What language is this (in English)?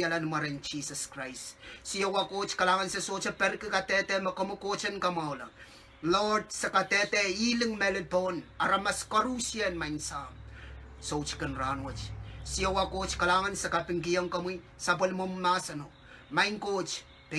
Pohnpeian